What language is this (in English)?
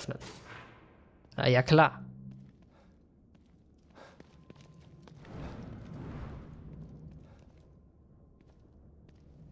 German